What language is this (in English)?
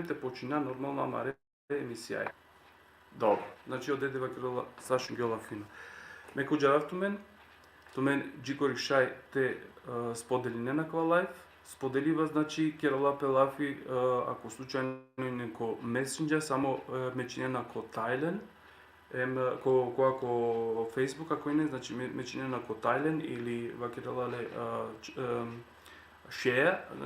Balkan Romani